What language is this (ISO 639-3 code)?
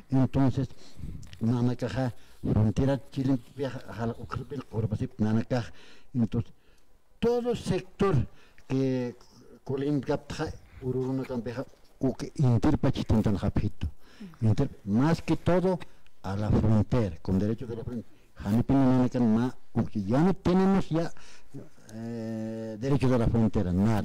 aym